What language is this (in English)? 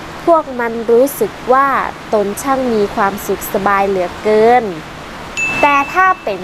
Northern Thai